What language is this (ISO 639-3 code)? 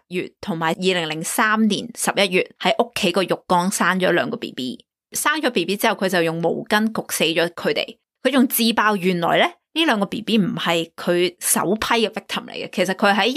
yue